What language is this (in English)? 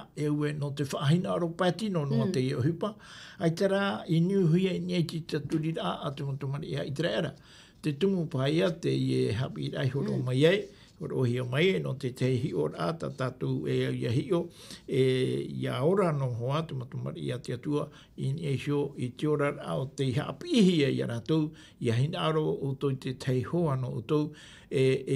Tahitian